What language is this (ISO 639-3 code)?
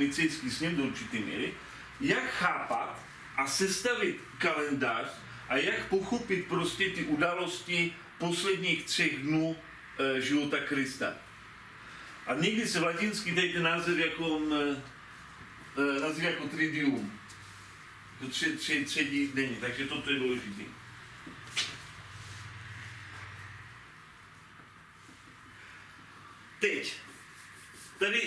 ces